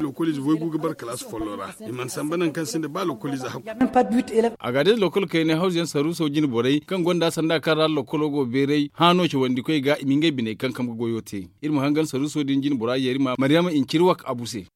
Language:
Zarma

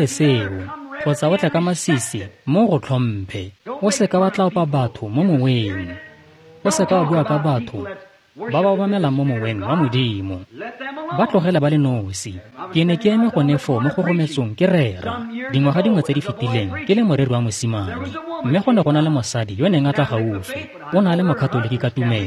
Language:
Tswana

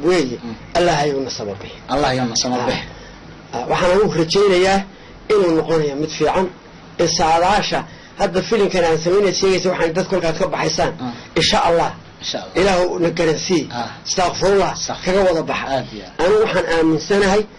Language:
Somali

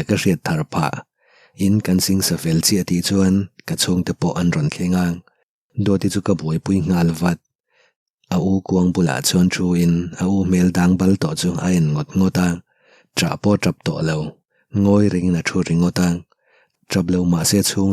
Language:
Mizo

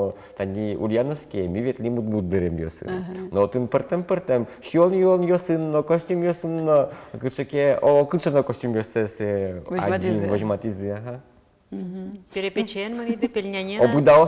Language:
Udmurt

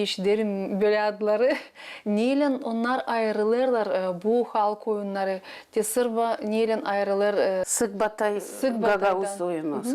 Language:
Gagauz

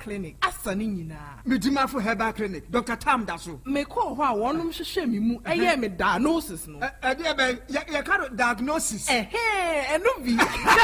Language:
Akan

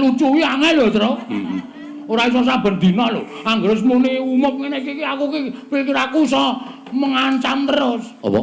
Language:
Javanese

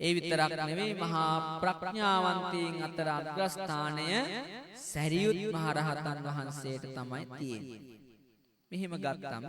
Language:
Sinhala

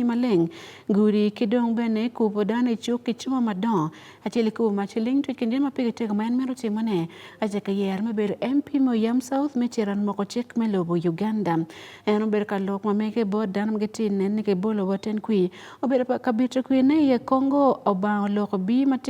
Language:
Acoli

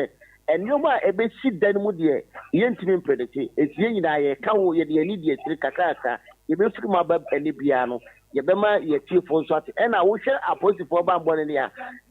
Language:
Akan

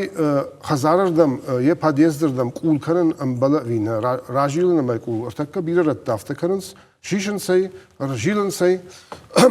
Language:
Ossetic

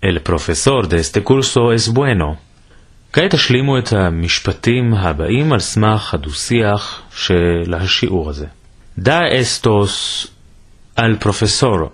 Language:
Ladino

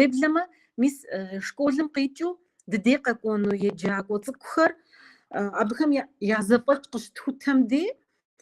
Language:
Kabardian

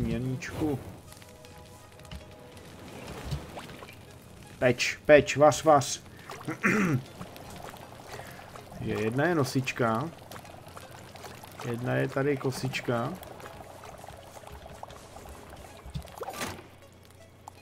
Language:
Czech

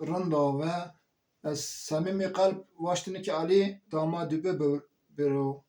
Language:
Zaza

